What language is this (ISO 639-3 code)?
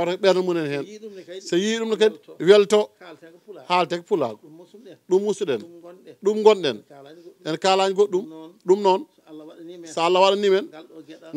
ful